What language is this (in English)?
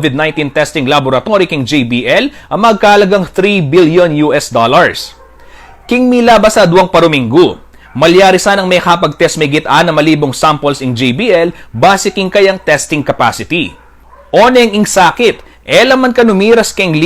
Pampanga